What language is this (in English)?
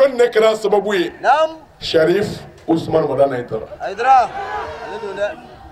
Bambara